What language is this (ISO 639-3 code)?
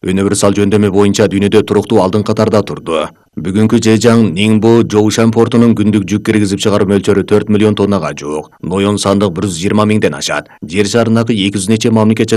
kir